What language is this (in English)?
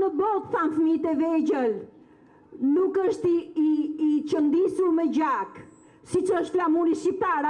Albanian